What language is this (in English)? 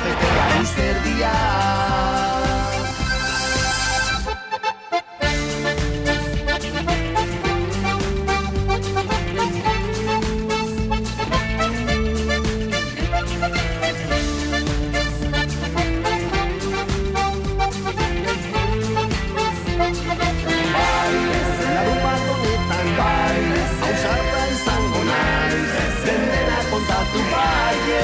Basque